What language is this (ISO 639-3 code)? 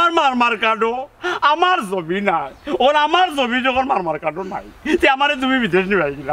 syl